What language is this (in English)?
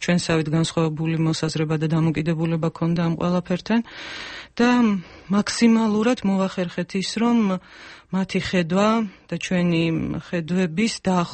Georgian